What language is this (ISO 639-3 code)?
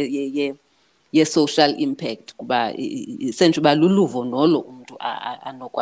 xho